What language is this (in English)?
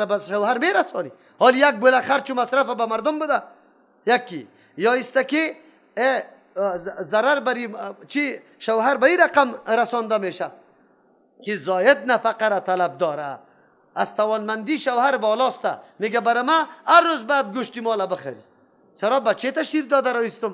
Persian